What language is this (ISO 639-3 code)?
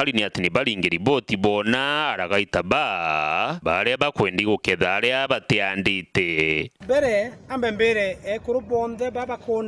mer